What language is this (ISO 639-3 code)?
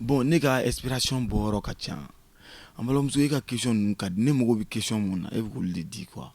bam